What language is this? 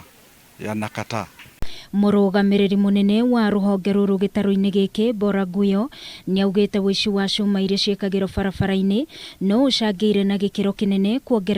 Kikuyu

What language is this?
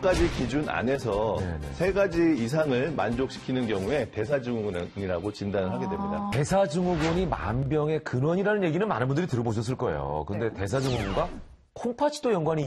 Korean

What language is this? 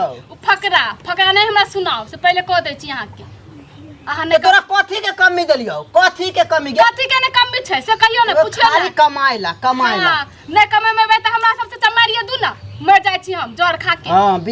Maithili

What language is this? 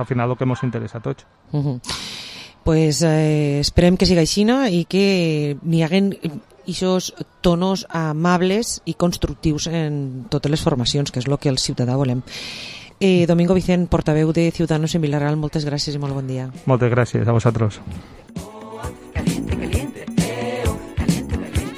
Catalan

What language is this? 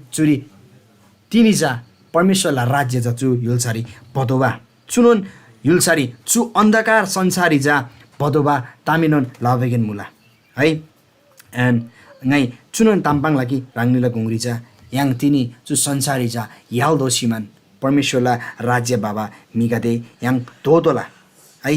Eastern Tamang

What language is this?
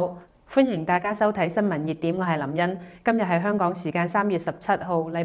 Cantonese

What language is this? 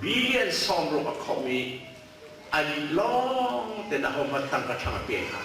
Hakha Chin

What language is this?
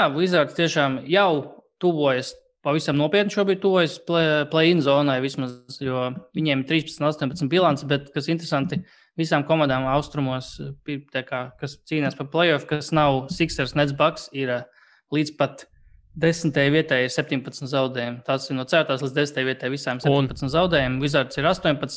Latvian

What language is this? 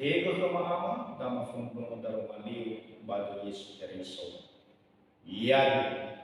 Nias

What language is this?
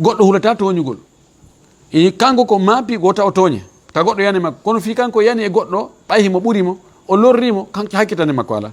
Fula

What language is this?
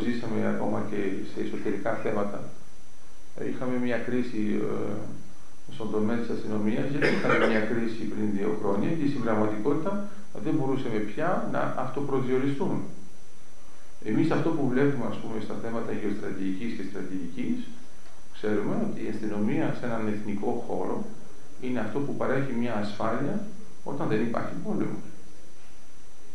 Greek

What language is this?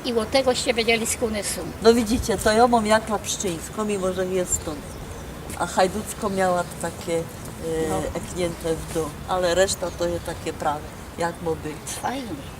Silesian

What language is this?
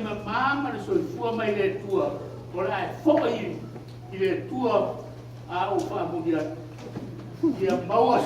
Samoan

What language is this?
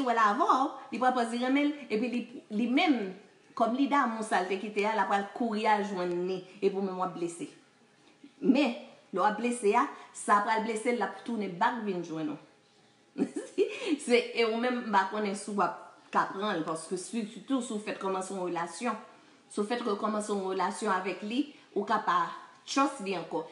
Haitian Creole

